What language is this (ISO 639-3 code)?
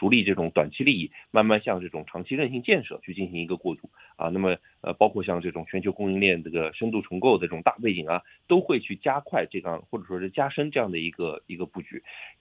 zho